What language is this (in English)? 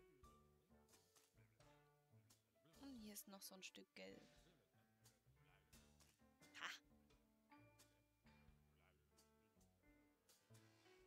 German